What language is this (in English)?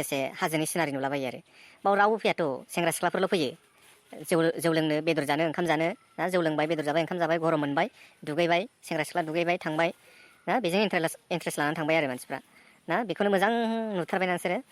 Bodo